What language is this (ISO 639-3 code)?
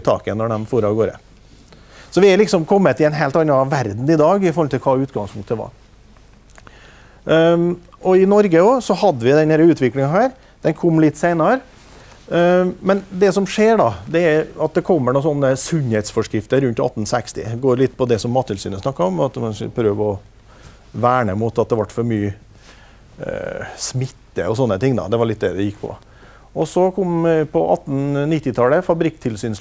nor